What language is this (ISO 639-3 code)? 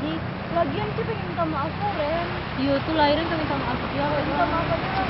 min